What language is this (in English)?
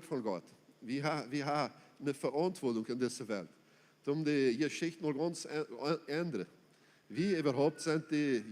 Plautdietsch